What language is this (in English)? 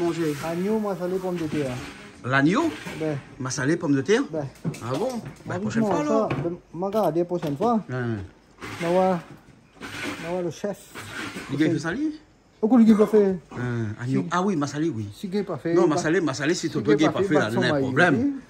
Réunion Creole French